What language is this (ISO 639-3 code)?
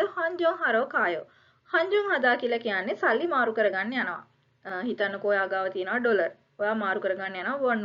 sin